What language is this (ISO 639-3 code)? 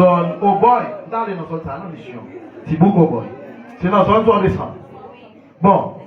hat